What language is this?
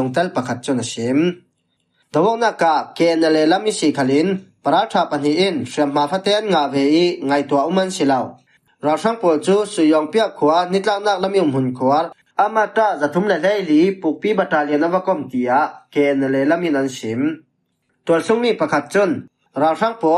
Falam Chin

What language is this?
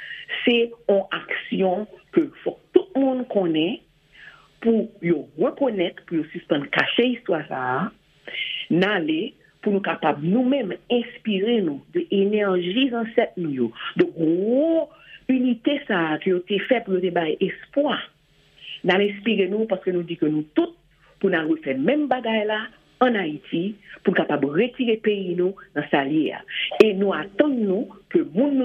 Haitian Creole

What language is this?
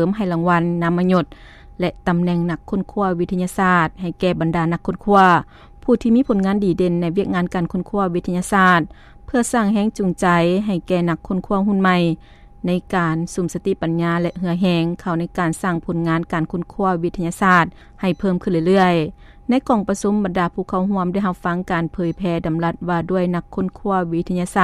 Lao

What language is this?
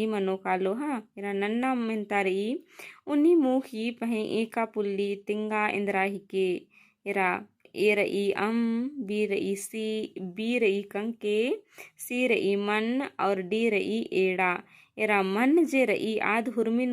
Kurukh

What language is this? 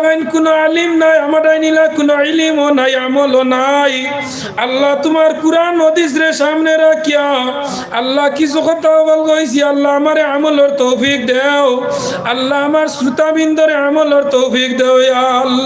Sylheti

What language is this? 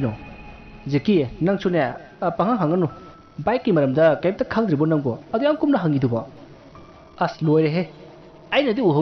Manipuri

